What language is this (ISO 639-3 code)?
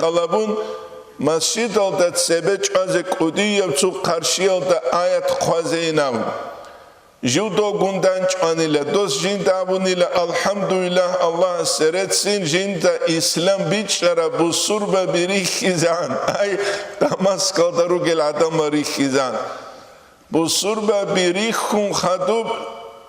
ava